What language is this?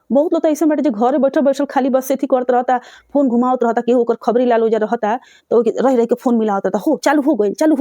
Bhojpuri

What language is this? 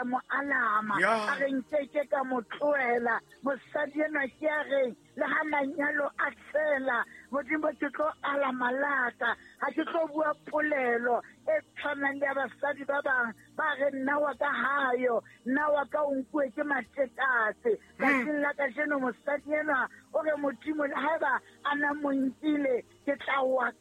Southern Sotho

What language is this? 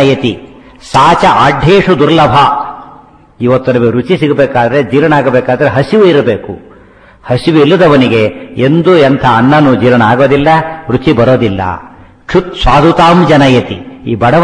Kannada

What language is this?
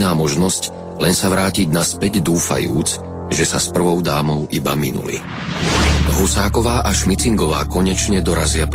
Slovak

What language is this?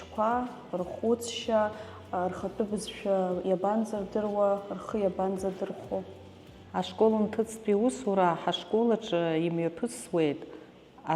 Abkhazian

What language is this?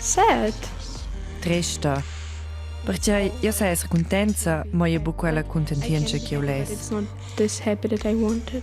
Romansh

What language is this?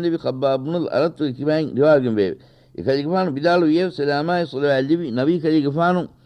Divehi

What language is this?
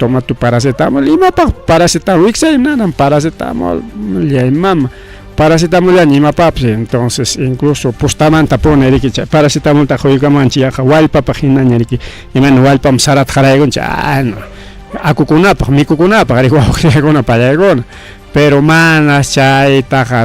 Ayacucho Quechua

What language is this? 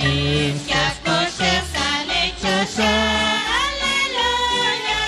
Kekchí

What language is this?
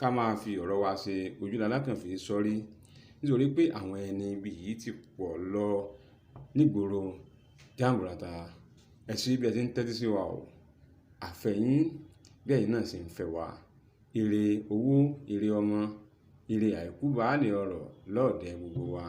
Yoruba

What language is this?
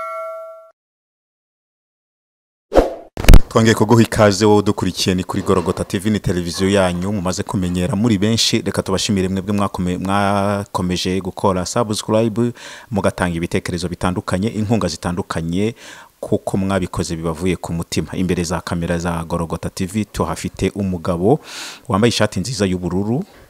Kinyarwanda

